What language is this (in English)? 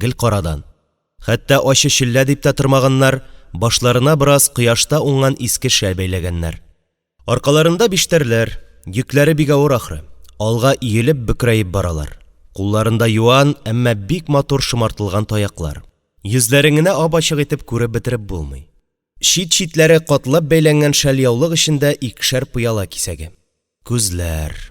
Tatar